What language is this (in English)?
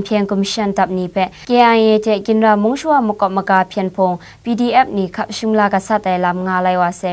Kachin